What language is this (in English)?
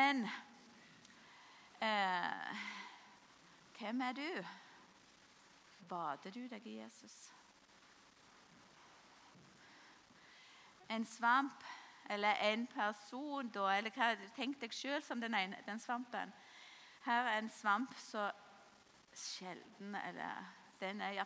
Norwegian